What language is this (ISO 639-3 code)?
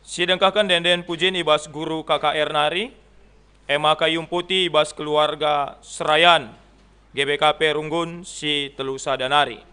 btx